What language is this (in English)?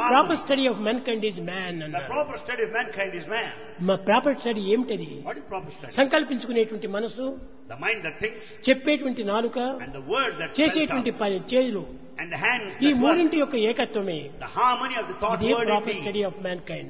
Telugu